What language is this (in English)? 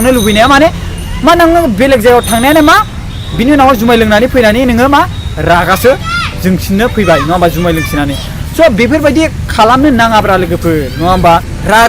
Bodo